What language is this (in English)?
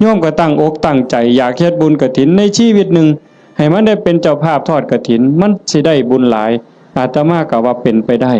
Northeastern Thai